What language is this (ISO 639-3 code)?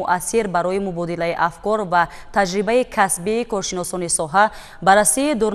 tgk